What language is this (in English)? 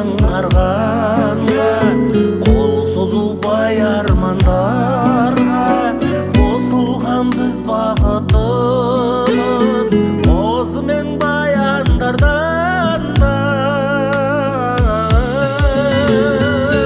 Kazakh